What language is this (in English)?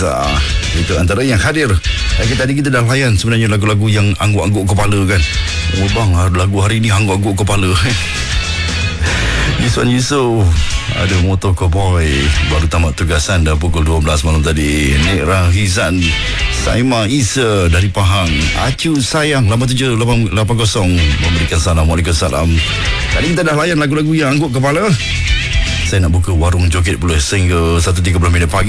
Malay